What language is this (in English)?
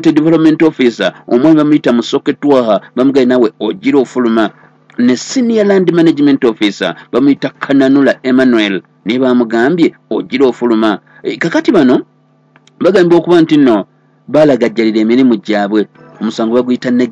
Ganda